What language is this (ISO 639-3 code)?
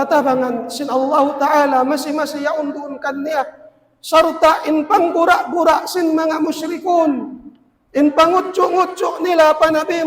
tsg